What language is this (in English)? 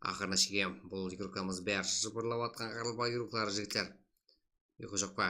Kara-Kalpak